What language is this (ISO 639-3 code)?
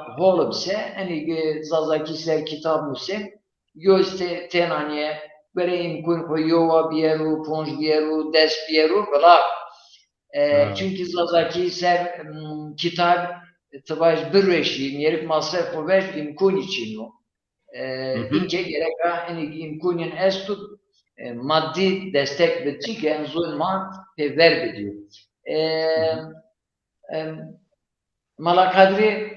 zza